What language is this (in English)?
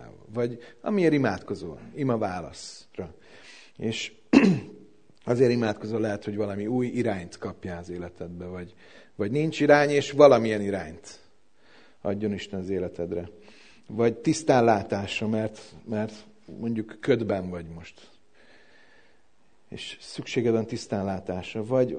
Hungarian